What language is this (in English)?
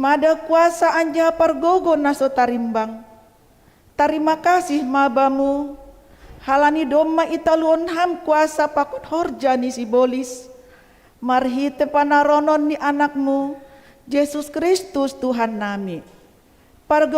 Batak Simalungun